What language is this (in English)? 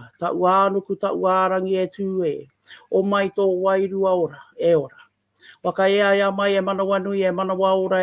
Māori